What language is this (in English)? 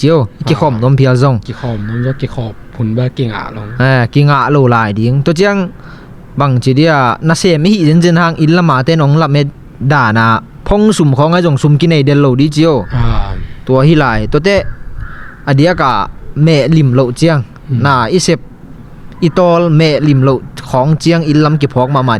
Tedim Chin